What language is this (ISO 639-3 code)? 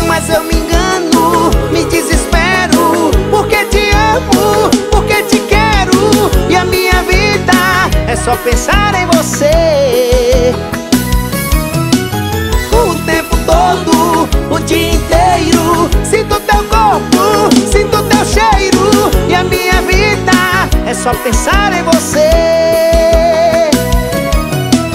por